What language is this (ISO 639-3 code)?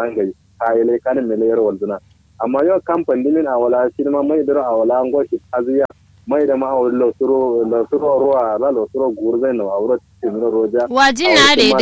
kau